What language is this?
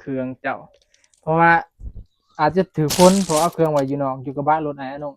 Northeastern Thai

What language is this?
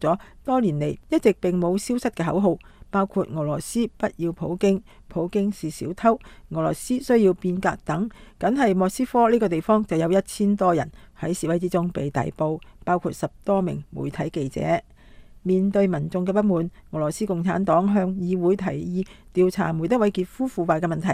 Cantonese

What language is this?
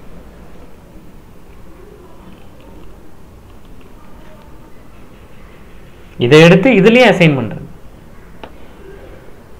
Tamil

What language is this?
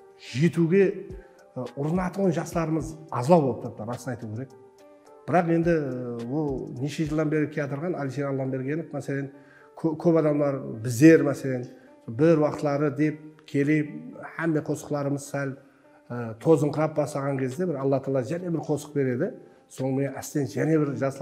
Kara-Kalpak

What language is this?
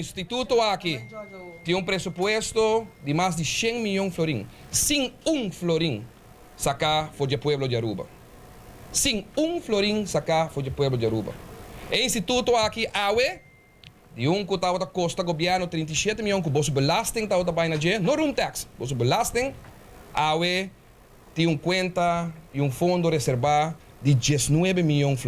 Papiamento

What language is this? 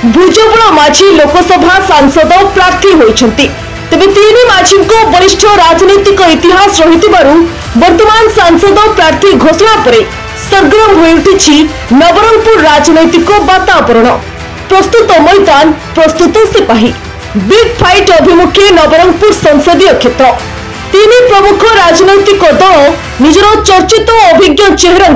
Odia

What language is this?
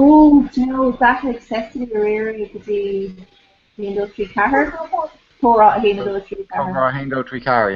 Irish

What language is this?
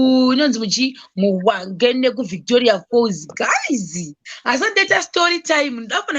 Shona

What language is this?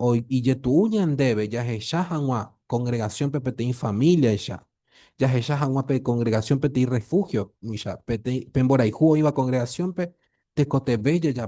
Guarani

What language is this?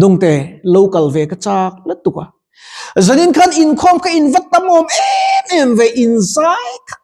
Mizo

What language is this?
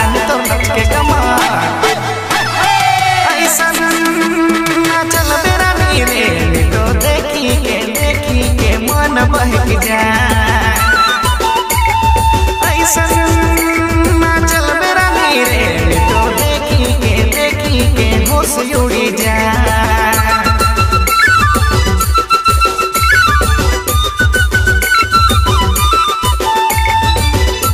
Sadri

